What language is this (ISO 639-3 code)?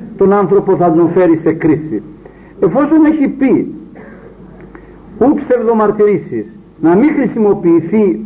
ell